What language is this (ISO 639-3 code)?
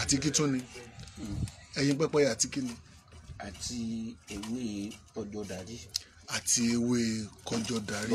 yor